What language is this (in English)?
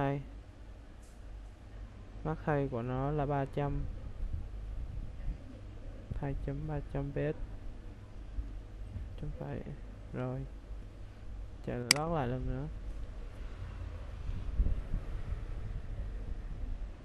Vietnamese